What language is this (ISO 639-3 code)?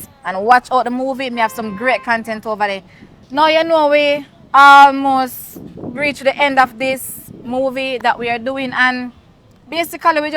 jam